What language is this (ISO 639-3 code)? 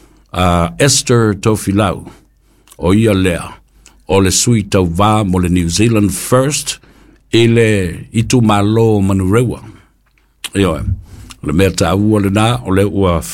smo